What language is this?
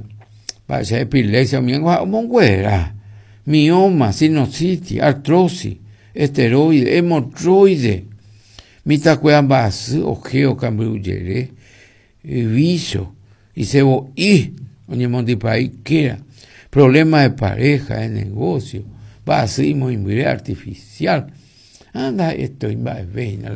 Guarani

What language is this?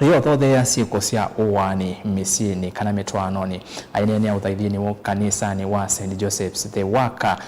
Kamba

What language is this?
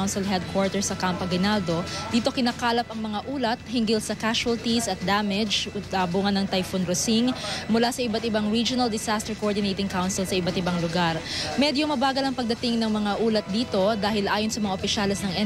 Filipino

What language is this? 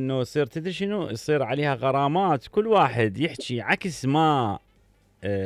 Mesopotamian Arabic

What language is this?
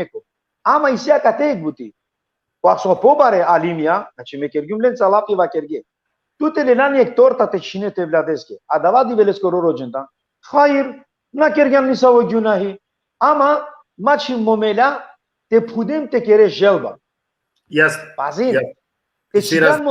Balkan Romani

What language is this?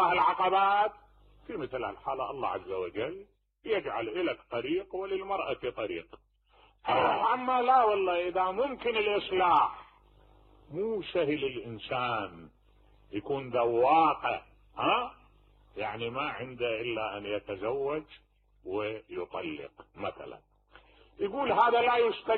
Mesopotamian Arabic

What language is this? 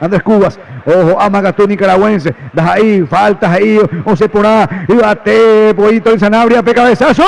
Guarani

